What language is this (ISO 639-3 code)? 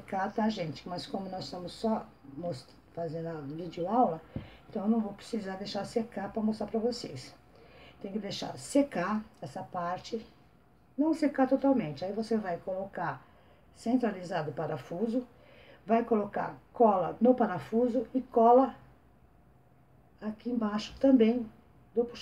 por